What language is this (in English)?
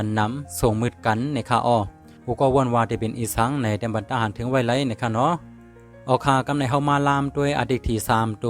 Shan